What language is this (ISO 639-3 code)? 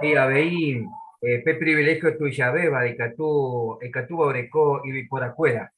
grn